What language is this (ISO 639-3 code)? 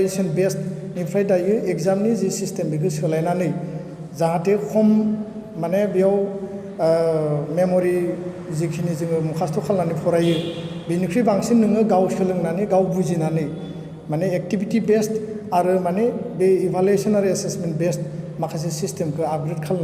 brx